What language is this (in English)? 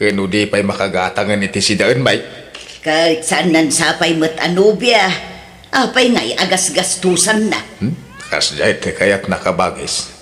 Iloko